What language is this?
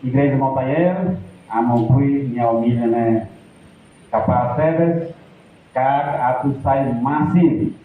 Tetum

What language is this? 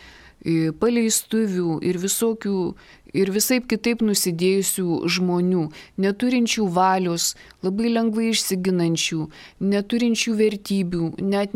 Lithuanian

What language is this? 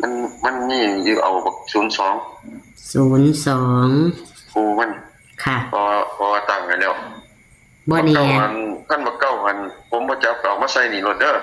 Northeastern Thai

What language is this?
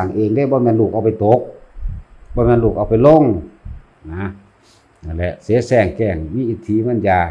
Northeastern Thai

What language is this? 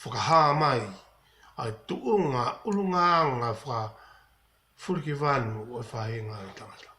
Tongan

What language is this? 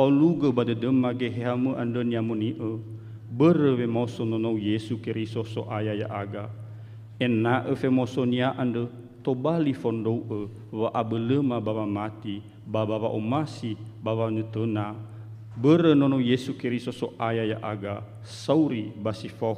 Nias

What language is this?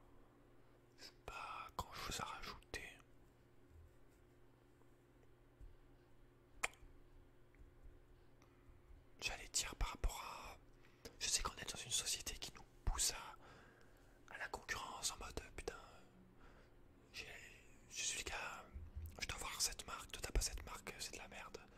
French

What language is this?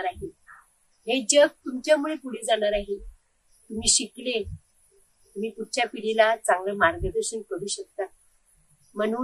Marathi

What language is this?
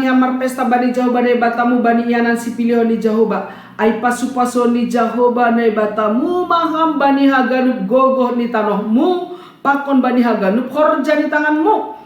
Batak Simalungun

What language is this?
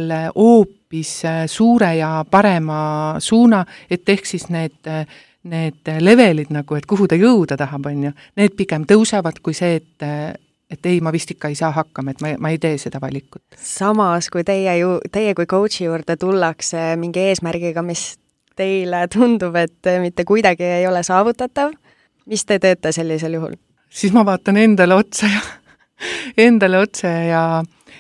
Estonian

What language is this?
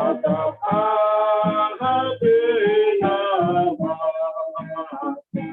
Batak Simalungun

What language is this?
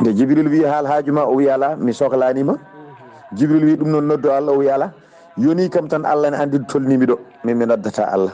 Fula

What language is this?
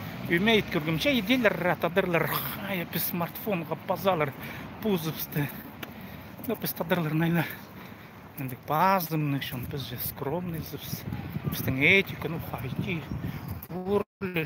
Khakas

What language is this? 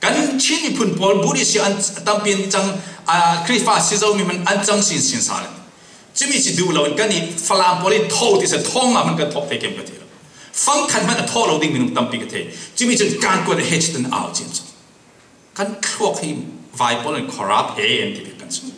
Falam Chin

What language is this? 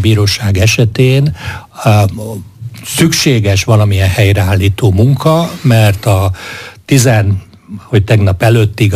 Hungarian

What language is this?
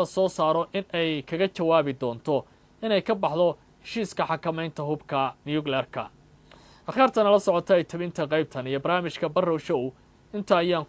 Somali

